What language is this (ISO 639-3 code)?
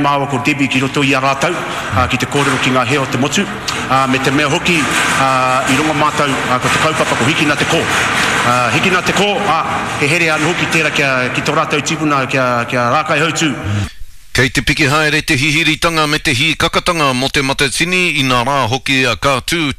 mri